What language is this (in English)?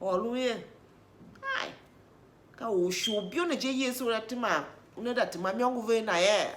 Tiv